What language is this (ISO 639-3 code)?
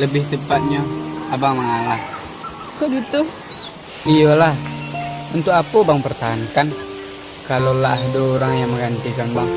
min